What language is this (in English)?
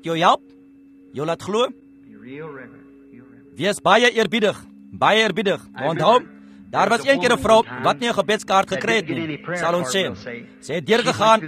Afrikaans